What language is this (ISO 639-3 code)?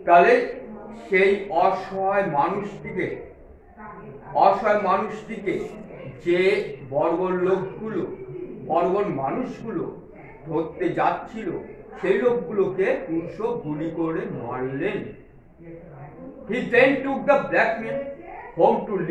ben